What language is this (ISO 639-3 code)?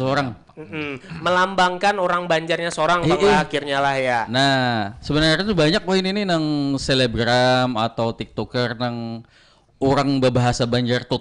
bjn